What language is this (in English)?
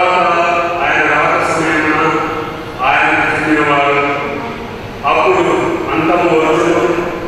Telugu